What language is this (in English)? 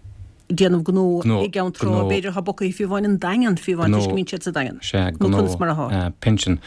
Irish